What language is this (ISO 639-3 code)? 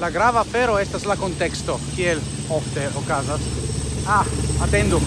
epo